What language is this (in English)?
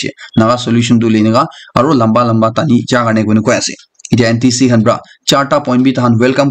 Naga Pidgin